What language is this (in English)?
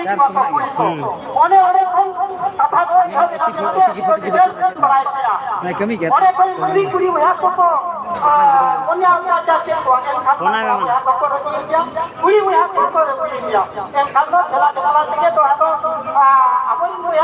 Santali